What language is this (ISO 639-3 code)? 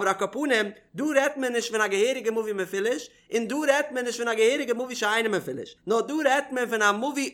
yid